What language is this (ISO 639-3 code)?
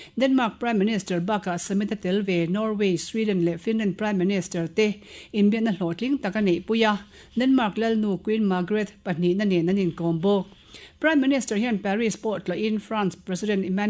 lus